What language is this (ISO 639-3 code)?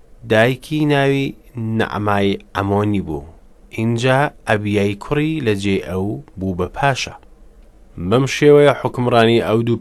ckb